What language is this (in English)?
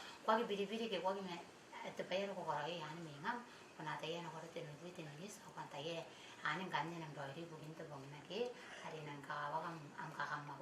Gilbertese